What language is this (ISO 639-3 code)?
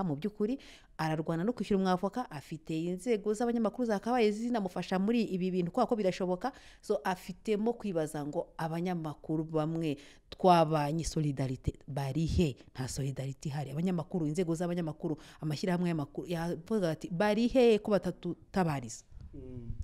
kin